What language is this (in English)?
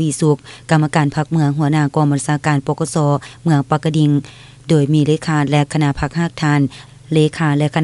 Lao